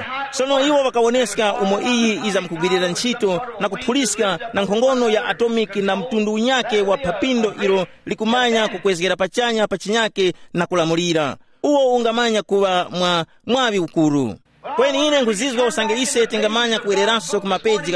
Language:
Tumbuka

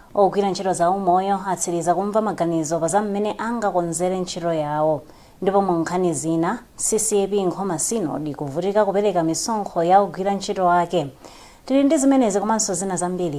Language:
Nyanja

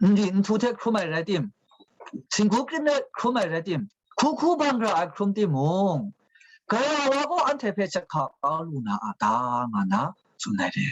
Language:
Kachin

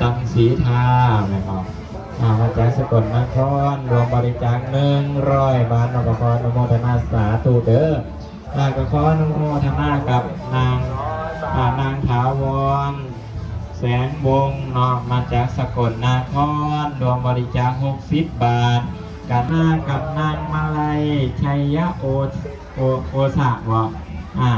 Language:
Northeastern Thai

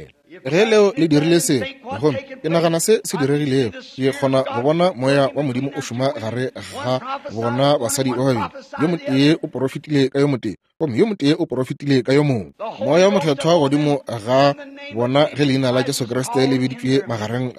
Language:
Northern Sotho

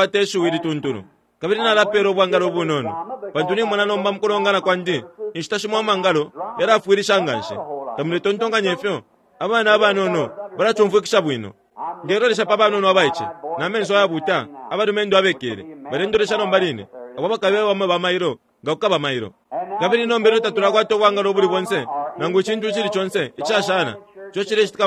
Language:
Bemba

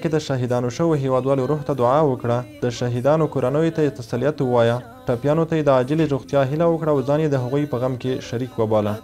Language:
Pashto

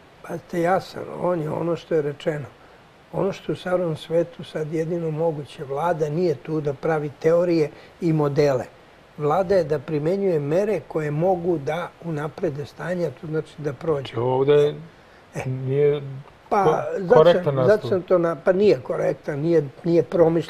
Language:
Serbian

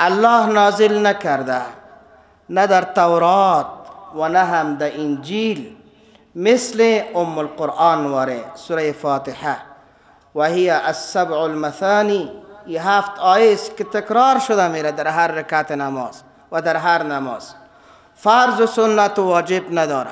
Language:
Persian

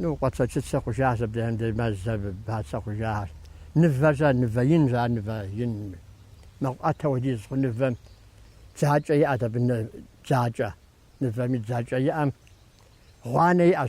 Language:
Kabardian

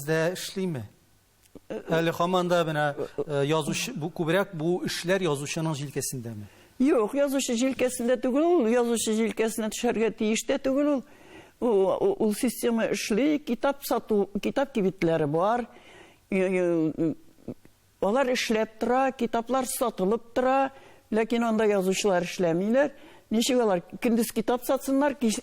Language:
Tatar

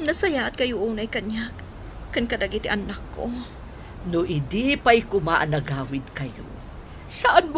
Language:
Iloko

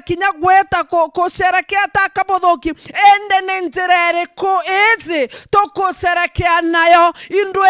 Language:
Meru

